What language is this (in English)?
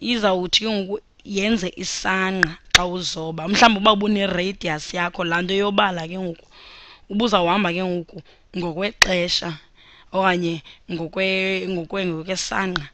Xhosa